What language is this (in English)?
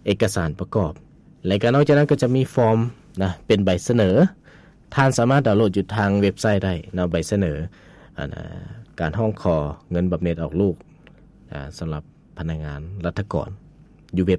Lao